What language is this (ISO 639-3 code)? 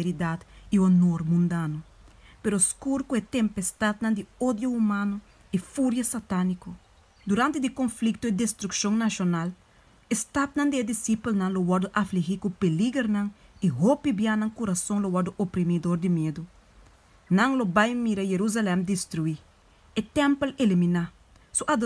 pap